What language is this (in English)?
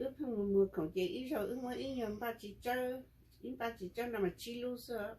Hmong